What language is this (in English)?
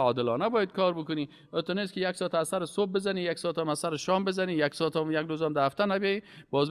Persian